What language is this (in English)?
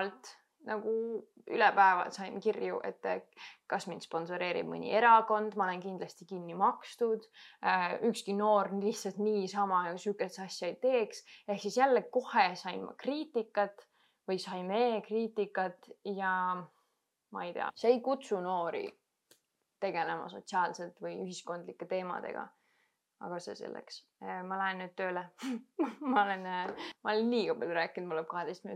Estonian